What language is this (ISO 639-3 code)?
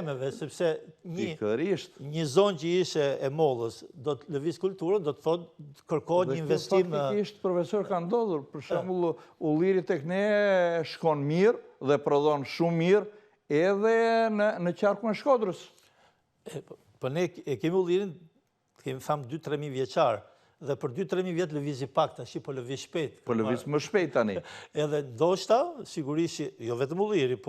sqi